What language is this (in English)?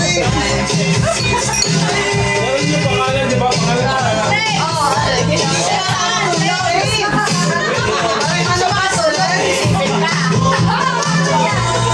Filipino